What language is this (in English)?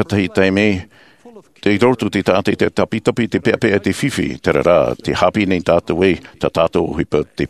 Tahitian